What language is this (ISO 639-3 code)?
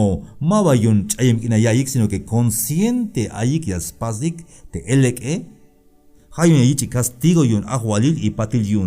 tzh